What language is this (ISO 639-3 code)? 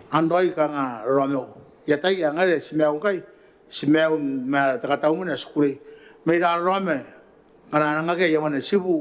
gil